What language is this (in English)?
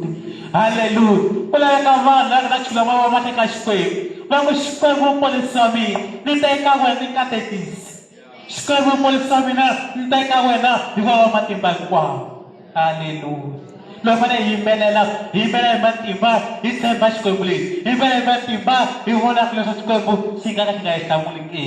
Tsonga